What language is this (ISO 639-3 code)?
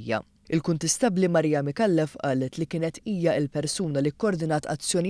mlt